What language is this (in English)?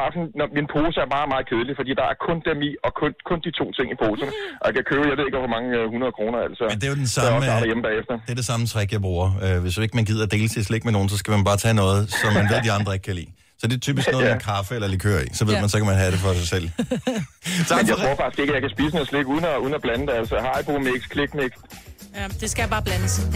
Danish